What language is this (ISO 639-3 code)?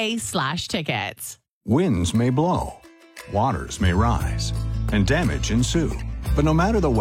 eng